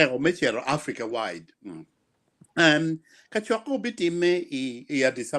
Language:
Acoli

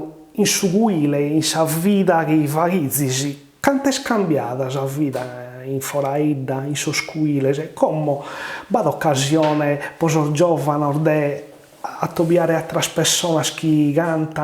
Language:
Sardinian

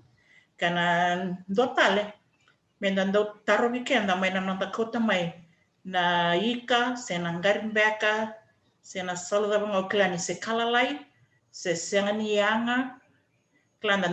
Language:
Fijian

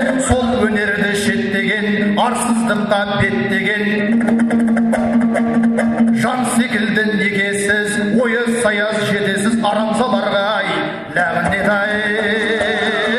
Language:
Kazakh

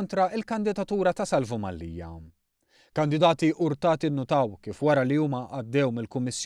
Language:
Maltese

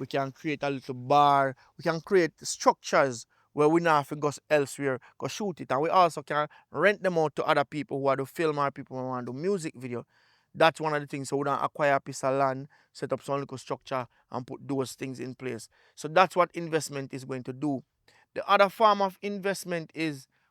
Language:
Jamaican Creole English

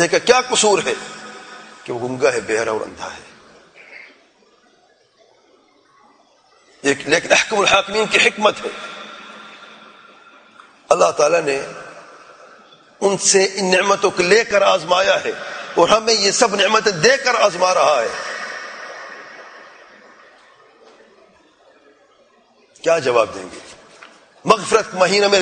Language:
Urdu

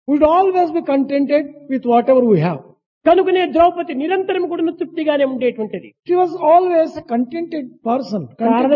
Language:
Telugu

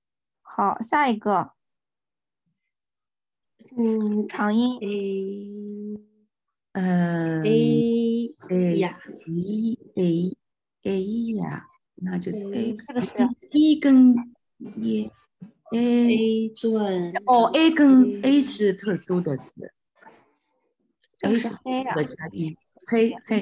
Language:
Chinese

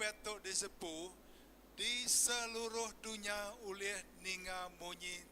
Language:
Iban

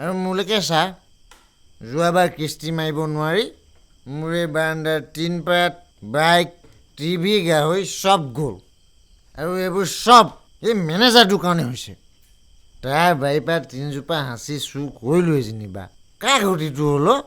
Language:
Assamese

